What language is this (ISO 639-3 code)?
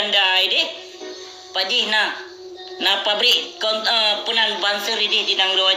ace